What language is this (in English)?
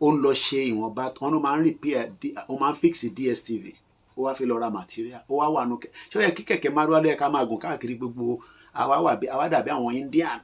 Yoruba